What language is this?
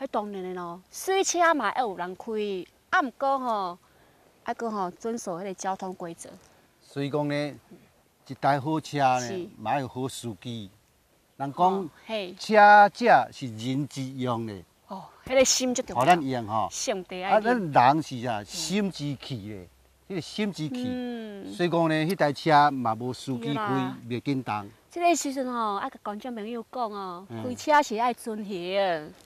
Min Nan Chinese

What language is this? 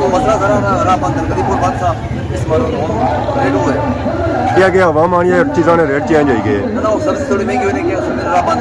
Pahari-Potwari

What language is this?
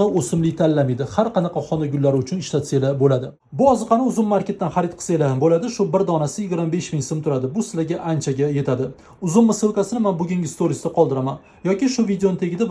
Uzbek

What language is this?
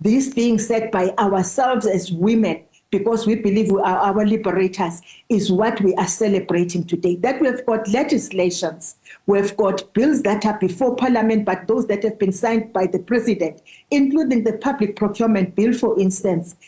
Tsonga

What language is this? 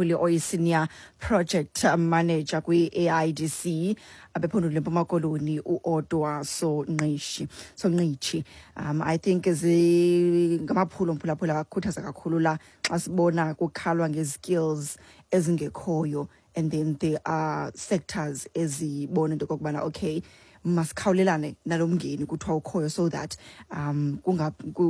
Xhosa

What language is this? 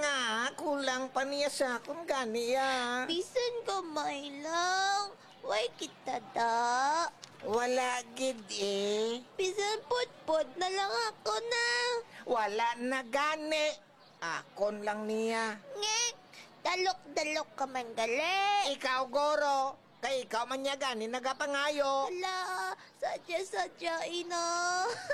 Hiligaynon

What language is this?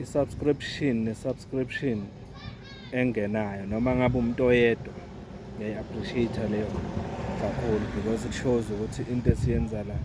Zulu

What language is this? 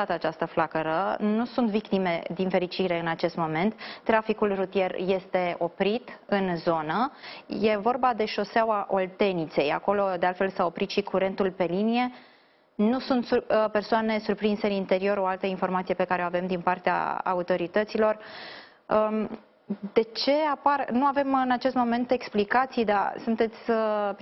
Romanian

